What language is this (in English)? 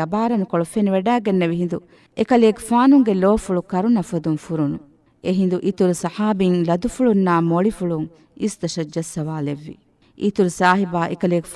Divehi